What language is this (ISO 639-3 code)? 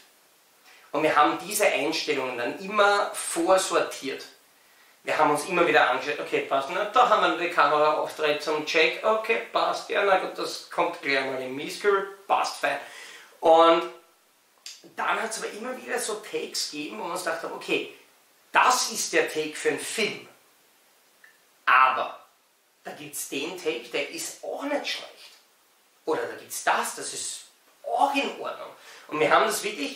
deu